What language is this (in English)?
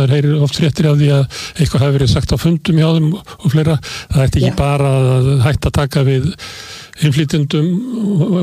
Icelandic